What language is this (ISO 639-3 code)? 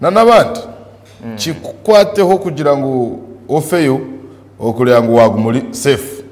nyn